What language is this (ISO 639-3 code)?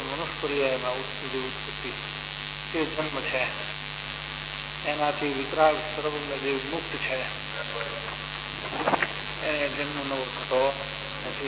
guj